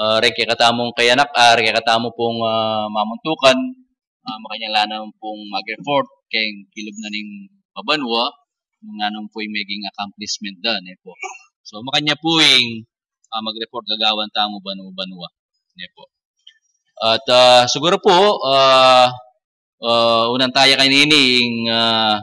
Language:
Pampanga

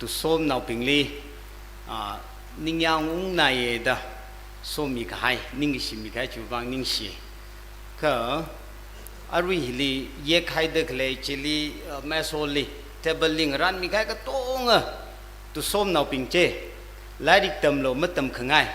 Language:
Tangkhul Naga (India)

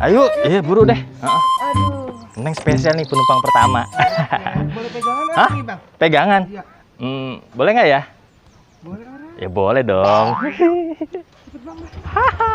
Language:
Betawi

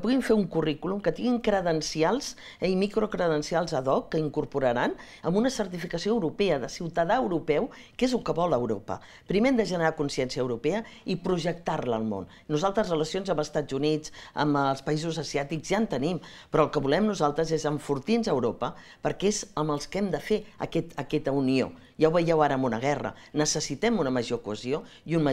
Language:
Catalan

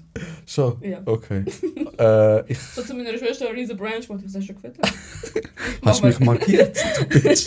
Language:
Swiss German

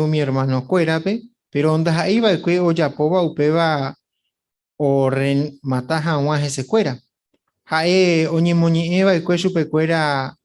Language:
Guarani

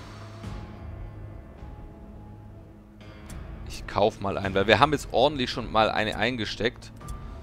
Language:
German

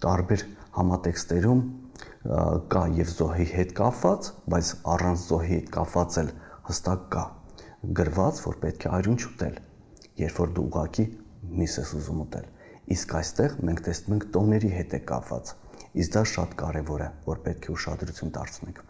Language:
Armenian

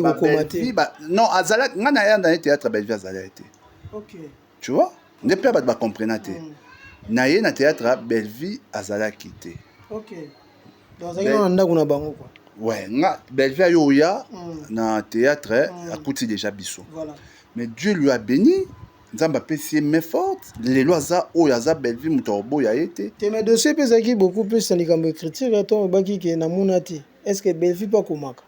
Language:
Lingala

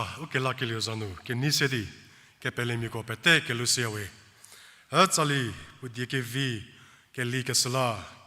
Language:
Angami Naga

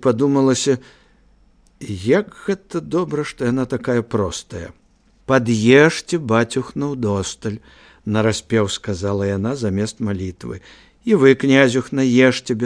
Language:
Belarusian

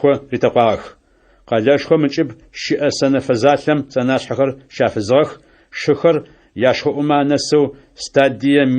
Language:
Adyghe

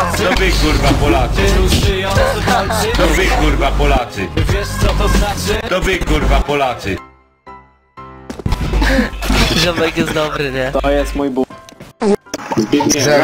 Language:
Polish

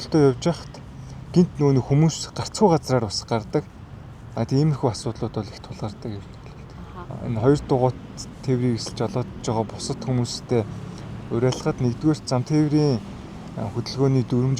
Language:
Mongolian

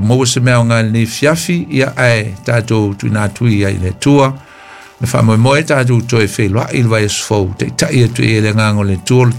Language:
Samoan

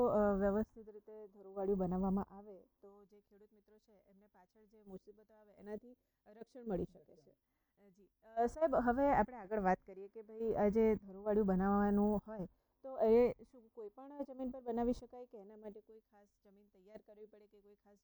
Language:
Gujarati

